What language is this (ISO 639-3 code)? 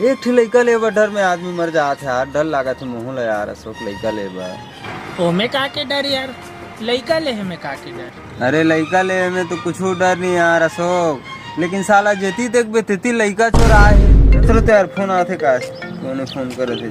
hne